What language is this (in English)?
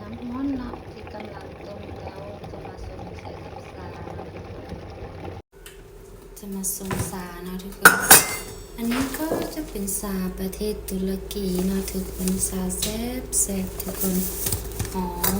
Lao